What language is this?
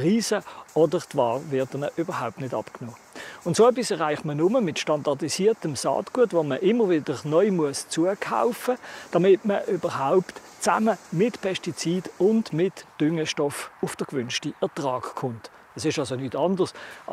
German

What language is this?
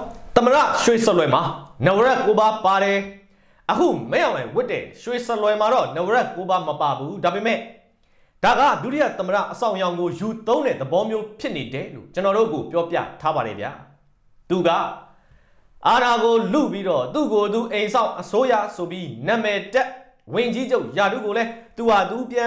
Burmese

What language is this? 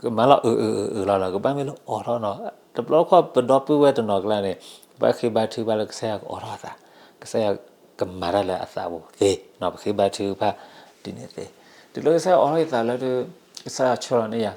S'gaw Karen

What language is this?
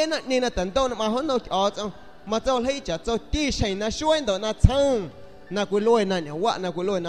San Pedro Amuzgos Amuzgo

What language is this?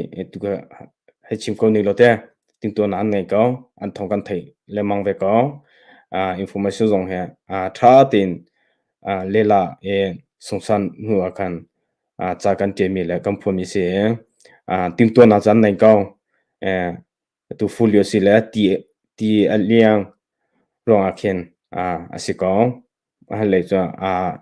Hakha Chin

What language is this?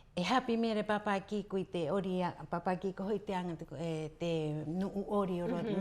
Rapanui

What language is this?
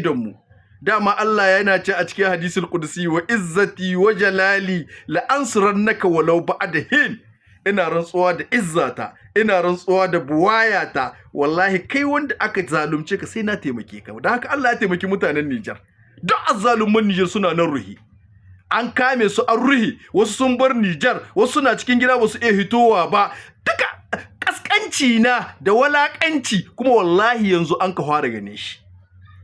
Hausa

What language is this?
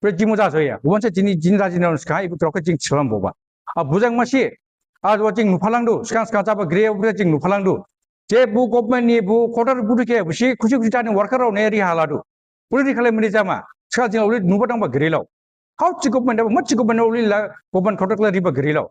Dimasa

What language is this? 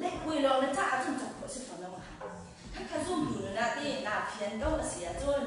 Hakha Chin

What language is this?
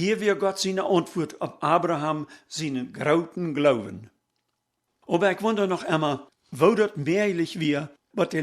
Plautdietsch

